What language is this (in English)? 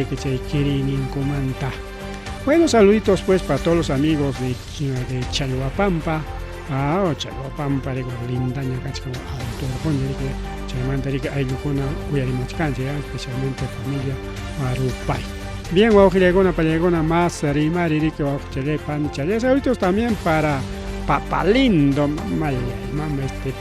Ayacucho Quechua